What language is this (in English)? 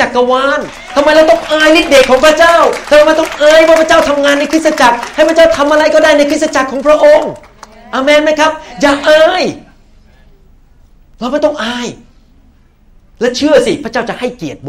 Thai